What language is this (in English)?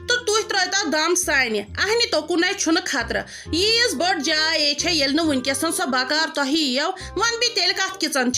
Kashmiri